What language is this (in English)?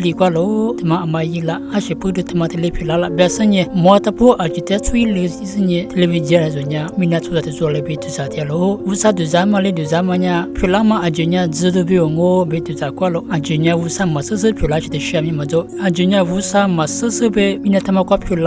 Lisu